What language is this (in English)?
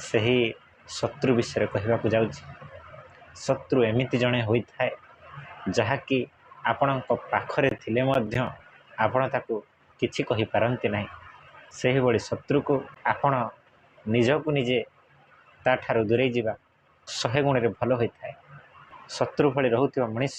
Odia